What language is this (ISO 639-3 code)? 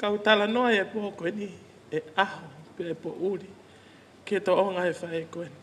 ton